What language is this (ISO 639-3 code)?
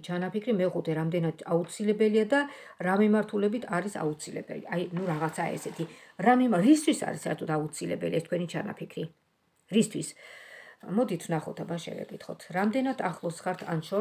kat